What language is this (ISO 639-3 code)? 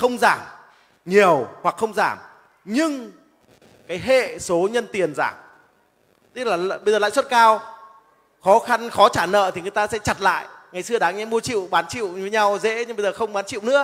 vie